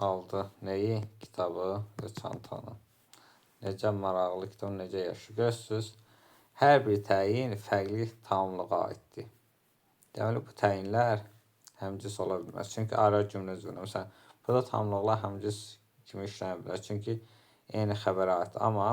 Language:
Azerbaijani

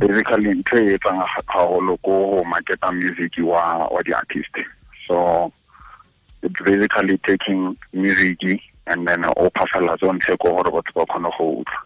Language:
Tswana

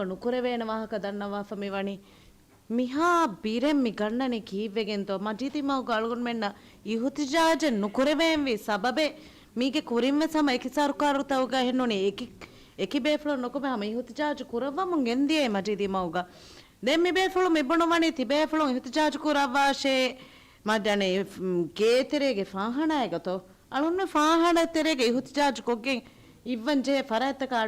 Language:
Divehi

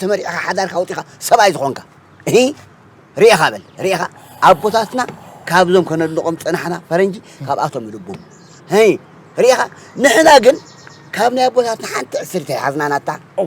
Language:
Tigrinya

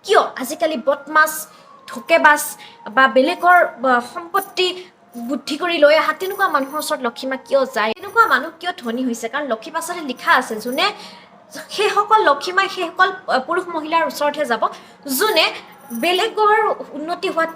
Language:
Assamese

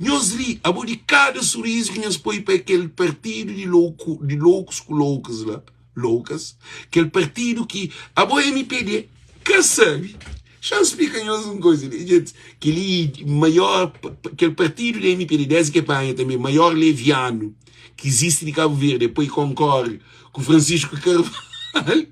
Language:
Kabuverdianu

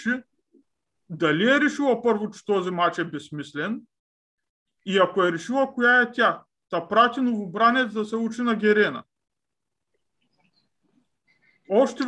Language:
Bulgarian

